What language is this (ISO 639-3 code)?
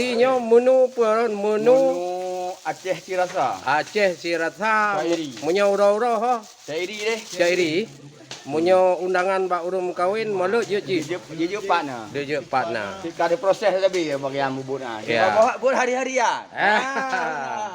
ace